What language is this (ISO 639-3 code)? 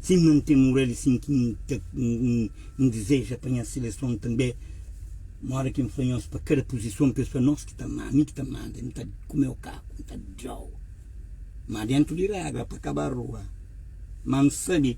kea